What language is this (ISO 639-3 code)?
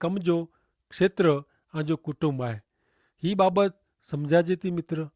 kfr